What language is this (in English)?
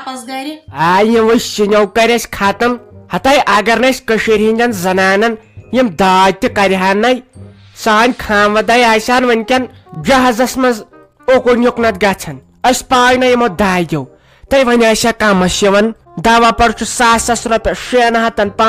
Kashmiri